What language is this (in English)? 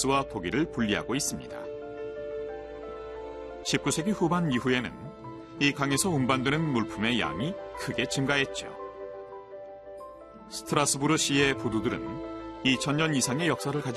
Korean